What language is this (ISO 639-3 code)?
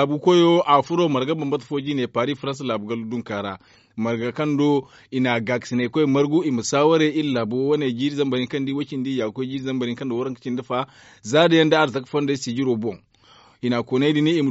dje